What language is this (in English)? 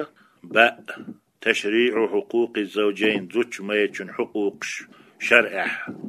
Chechen